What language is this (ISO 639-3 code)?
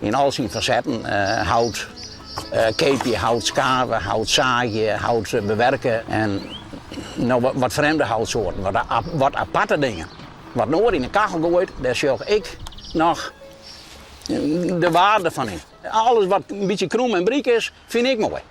fry